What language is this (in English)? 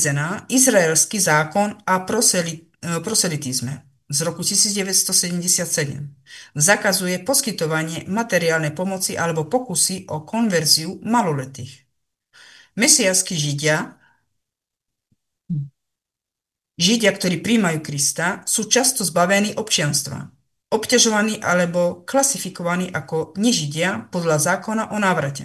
Slovak